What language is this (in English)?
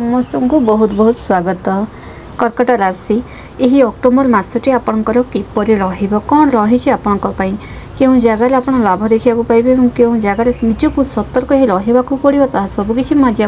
Odia